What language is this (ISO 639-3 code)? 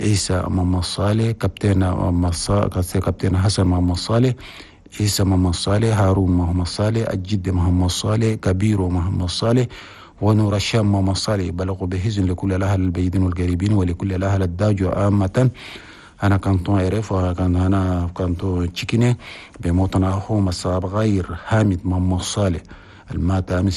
shu